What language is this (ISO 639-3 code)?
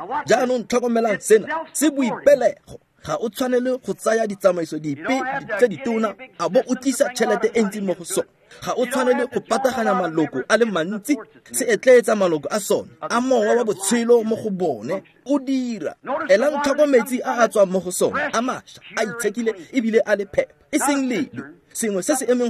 tsn